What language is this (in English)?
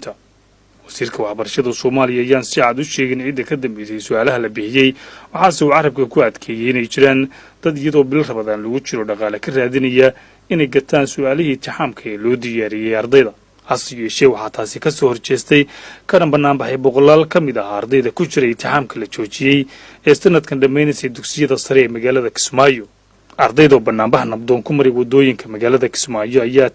Somali